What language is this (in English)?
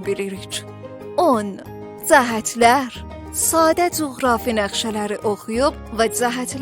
South Azerbaijani